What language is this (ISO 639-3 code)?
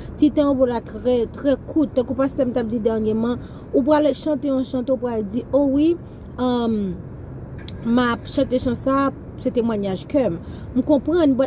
hat